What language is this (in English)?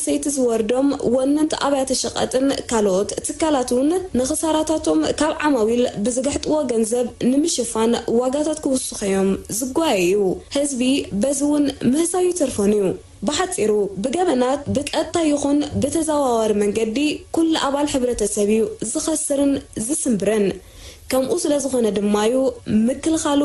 Tigrinya